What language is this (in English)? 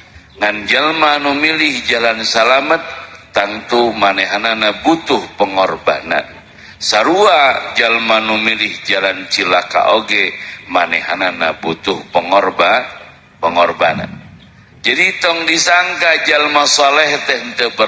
Sundanese